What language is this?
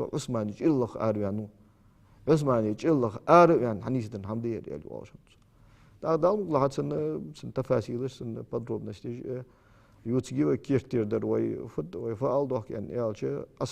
Ingush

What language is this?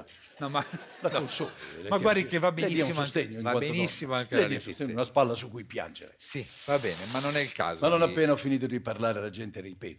Italian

